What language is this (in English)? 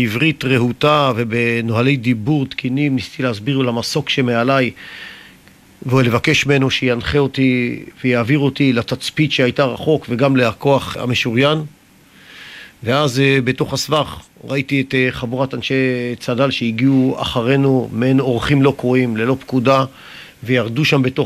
Hebrew